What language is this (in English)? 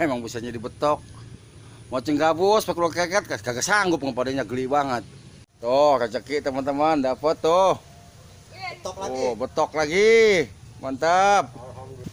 Betawi